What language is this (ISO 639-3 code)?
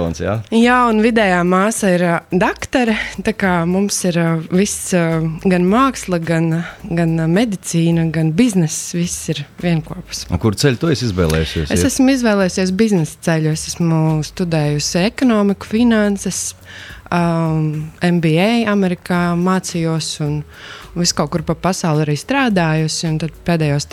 lav